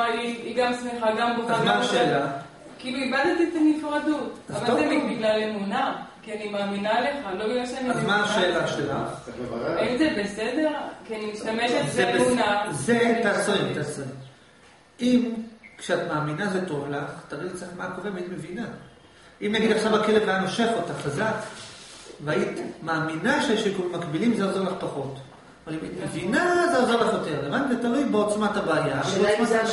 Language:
Hebrew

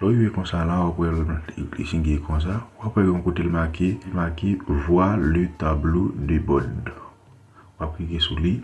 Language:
Haitian Creole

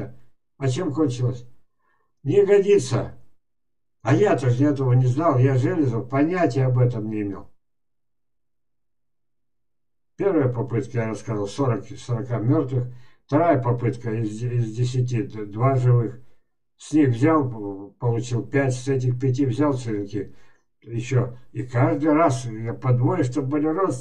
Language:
Russian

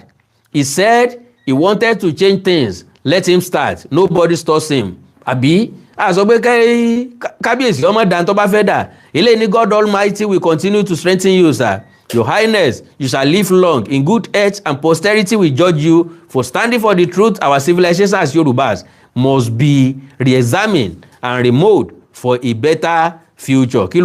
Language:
Yoruba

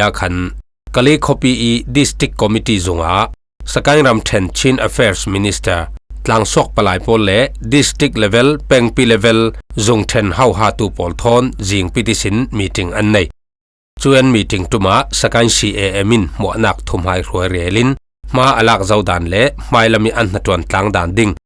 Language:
Falam Chin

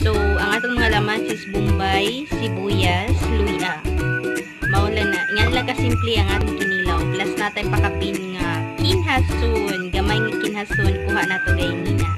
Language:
Cebuano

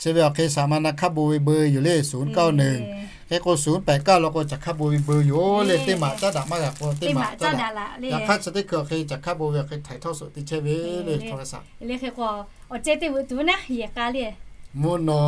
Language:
Lahu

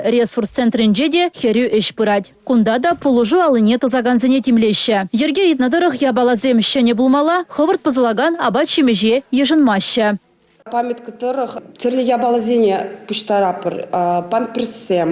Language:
Chuvash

